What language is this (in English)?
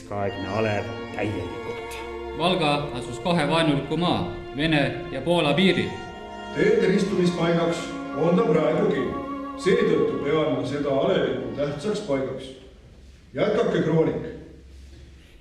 Estonian